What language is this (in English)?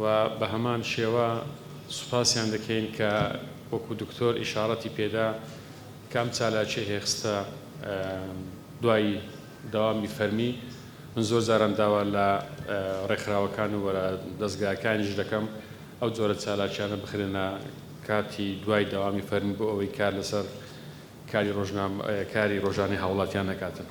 Central Kurdish